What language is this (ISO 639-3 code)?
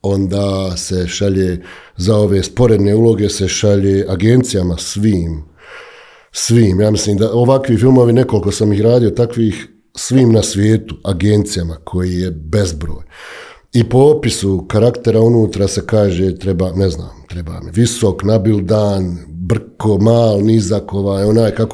bos